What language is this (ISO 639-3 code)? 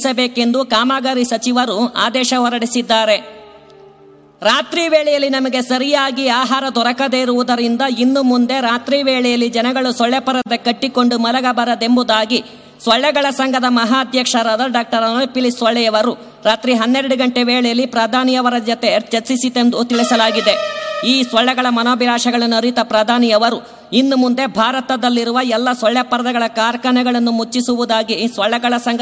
kan